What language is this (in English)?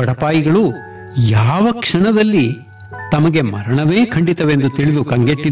Kannada